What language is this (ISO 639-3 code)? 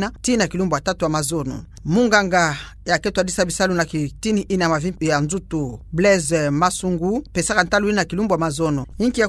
ktu